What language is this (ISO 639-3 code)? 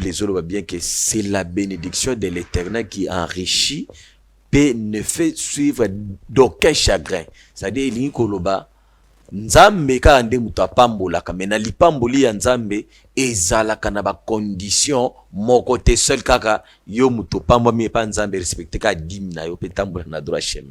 lin